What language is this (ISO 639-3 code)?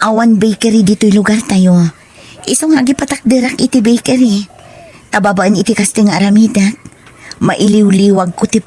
ilo